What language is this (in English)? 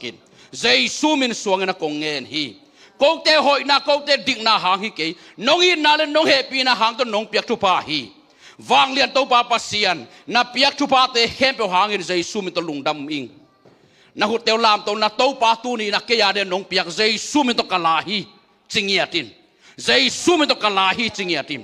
Tedim Chin